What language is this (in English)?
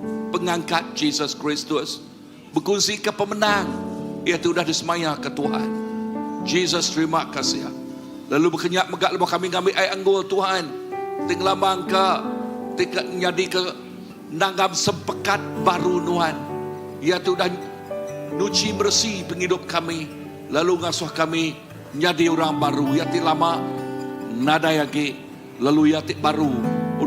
Iban